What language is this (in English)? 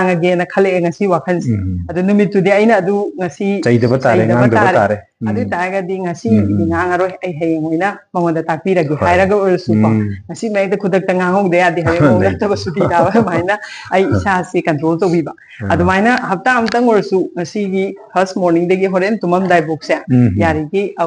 Manipuri